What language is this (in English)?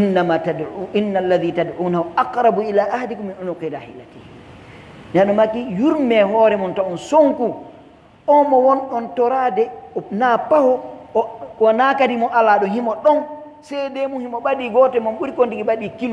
Pular